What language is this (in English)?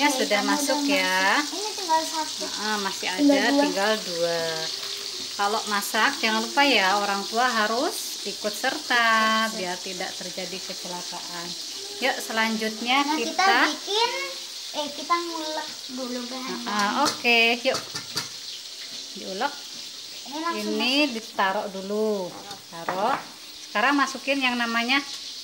Indonesian